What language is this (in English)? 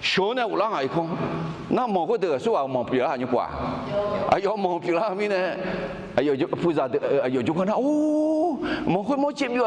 Akha